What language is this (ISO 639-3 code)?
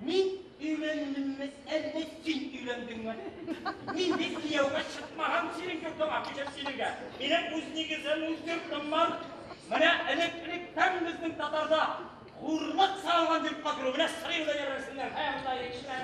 tat